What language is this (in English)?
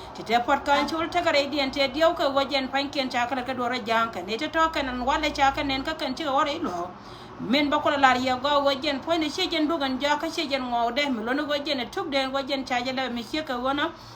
Nuer